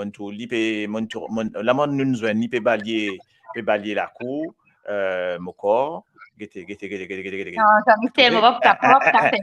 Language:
Morisyen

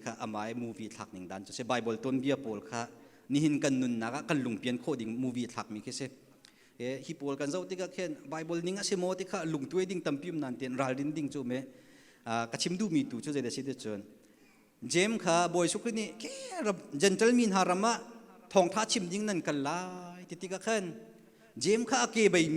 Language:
Hakha Chin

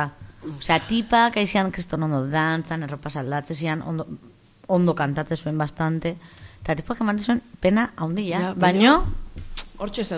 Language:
Basque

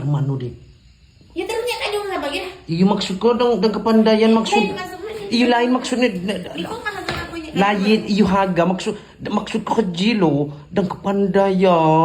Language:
Lampung Api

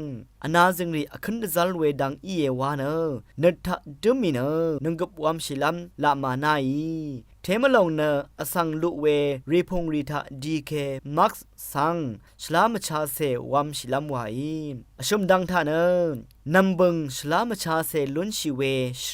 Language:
Rawang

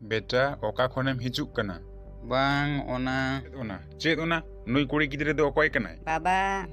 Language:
Santali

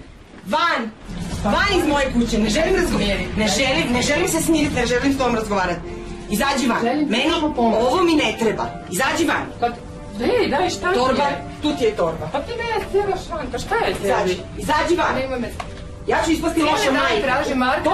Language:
Croatian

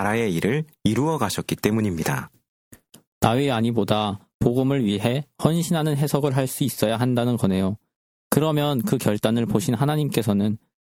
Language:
Korean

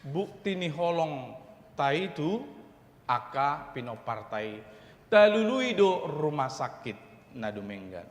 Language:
Batak Toba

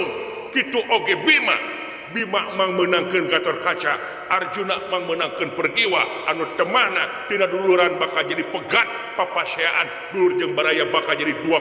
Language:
Sundanese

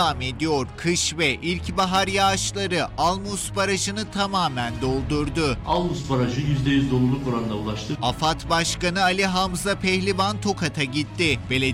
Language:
Turkish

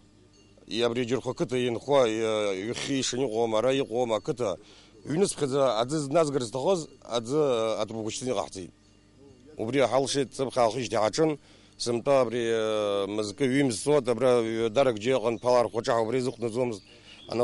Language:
Abkhazian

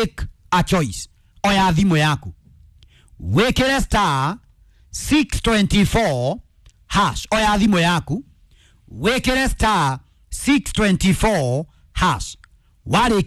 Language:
Kikuyu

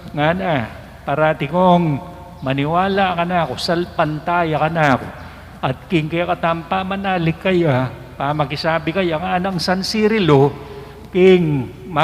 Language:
Pampanga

